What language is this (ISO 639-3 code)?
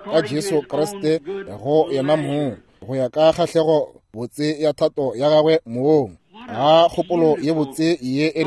nso